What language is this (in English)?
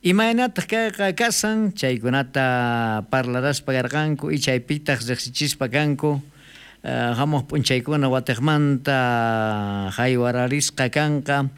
South Bolivian Quechua